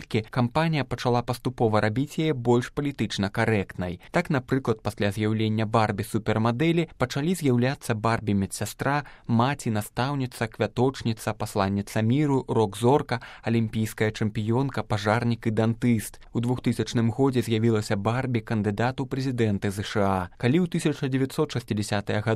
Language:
Belarusian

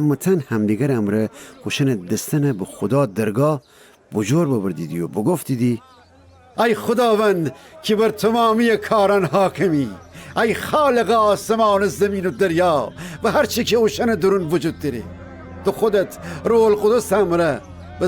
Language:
Gilaki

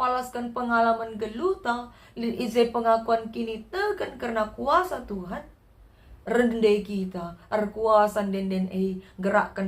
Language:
Batak Karo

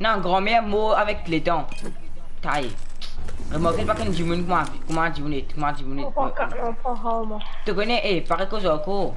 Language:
Morisyen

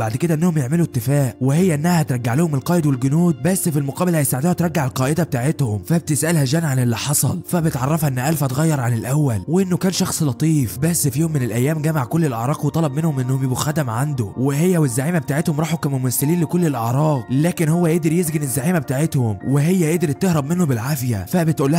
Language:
Egyptian Arabic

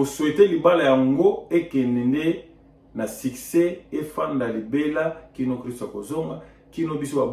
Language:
Lingala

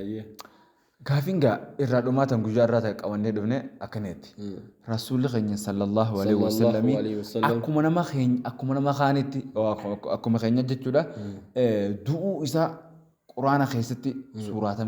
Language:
Oromo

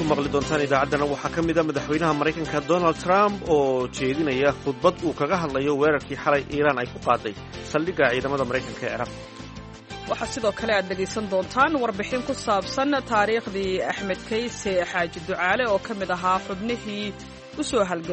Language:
Somali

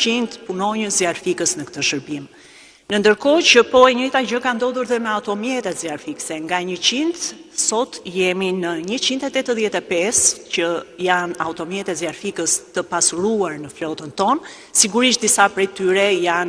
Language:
Albanian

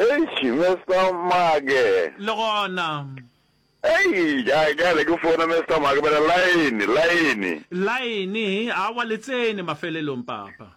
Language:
Northern Sotho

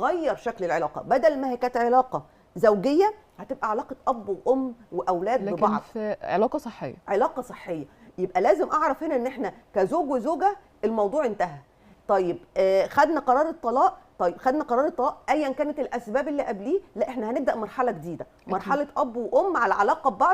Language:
Egyptian Arabic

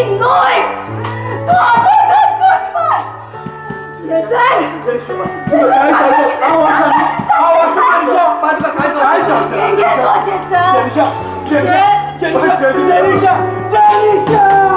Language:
Konkani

